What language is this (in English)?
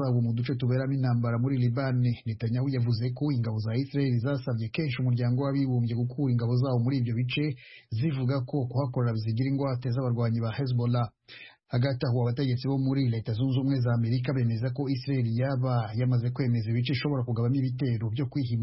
Kinyarwanda